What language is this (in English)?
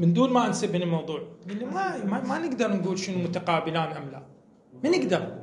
Moroccan Arabic